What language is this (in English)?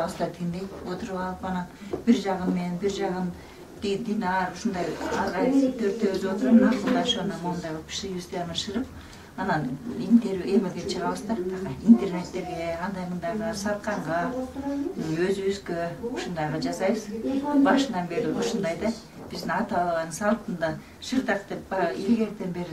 Kyrgyz